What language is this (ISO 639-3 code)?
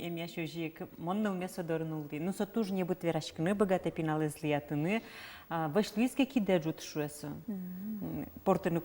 udm